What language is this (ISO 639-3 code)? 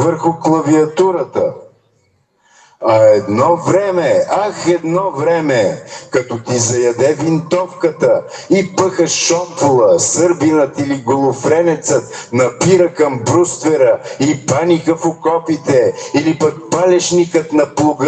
bul